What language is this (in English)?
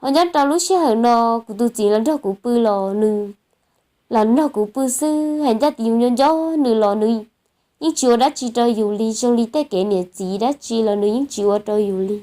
Hmong